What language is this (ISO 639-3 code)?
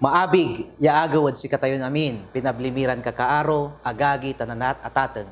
pag